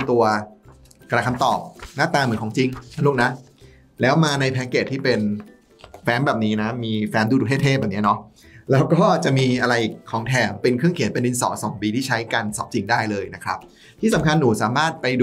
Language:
Thai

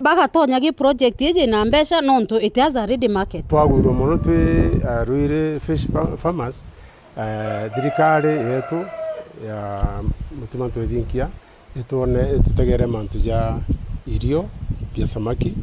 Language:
Meru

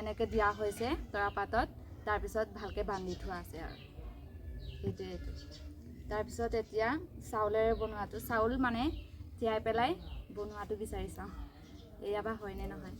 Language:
Assamese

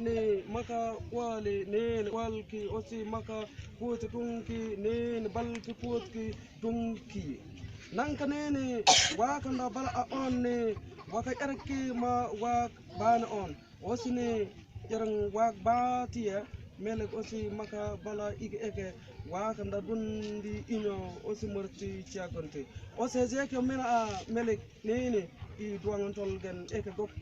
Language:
Mabaan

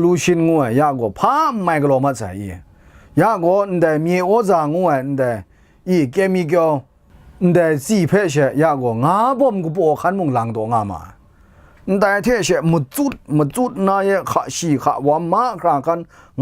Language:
Kachin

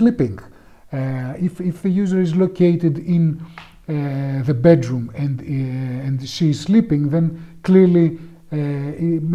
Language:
English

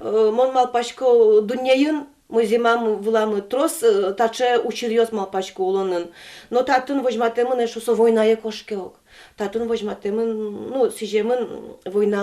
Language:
Udmurt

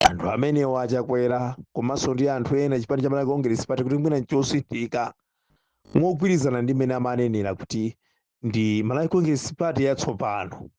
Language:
Nyanja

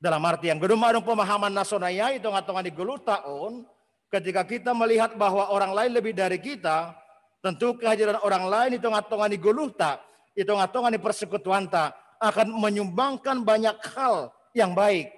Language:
Batak Simalungun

